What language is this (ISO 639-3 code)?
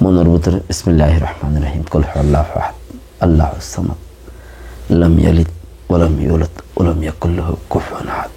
rhg